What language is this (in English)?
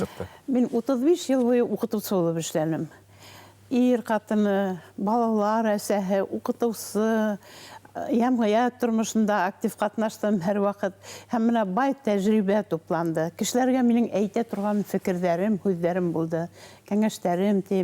Bashkir